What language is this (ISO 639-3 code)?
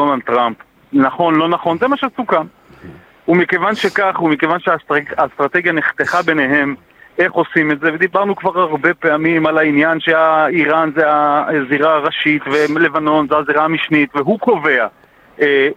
heb